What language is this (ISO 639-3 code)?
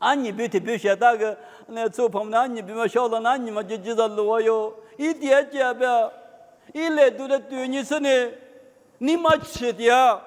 lis